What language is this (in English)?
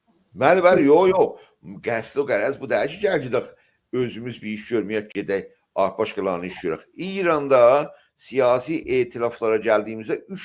South Azerbaijani